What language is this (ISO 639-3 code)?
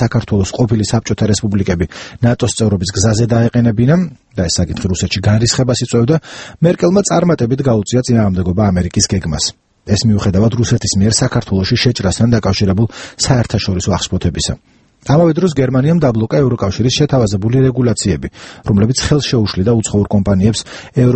kat